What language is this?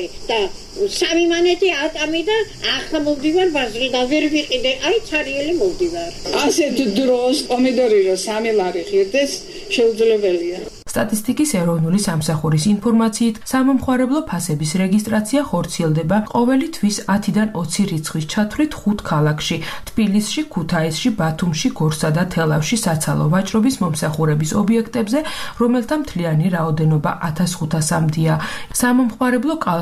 Georgian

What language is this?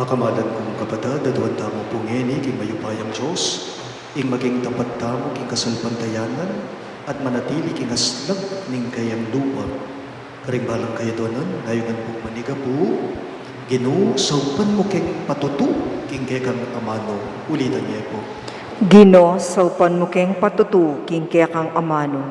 Pampanga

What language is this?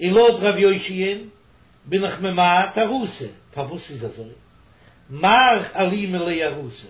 Yiddish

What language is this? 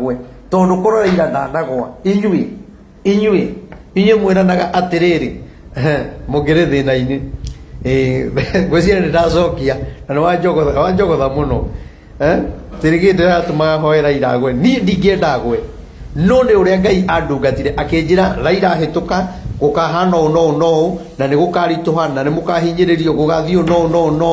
Kikuyu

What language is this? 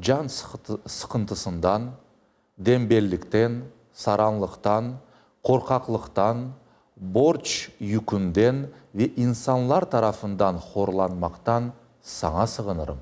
Crimean Tatar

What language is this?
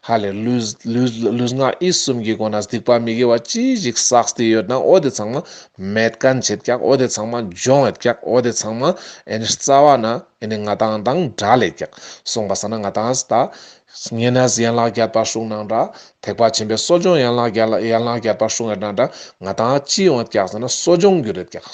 Ladakhi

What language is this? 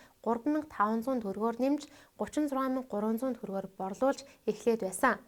Mongolian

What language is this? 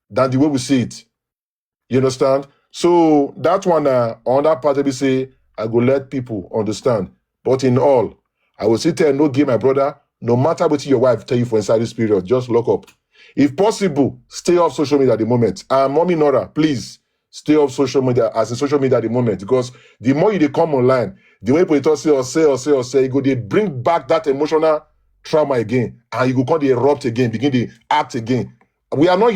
Nigerian Pidgin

